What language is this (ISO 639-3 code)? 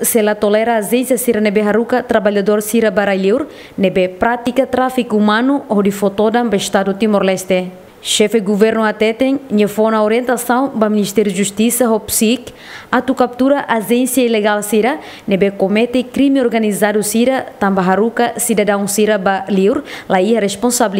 tet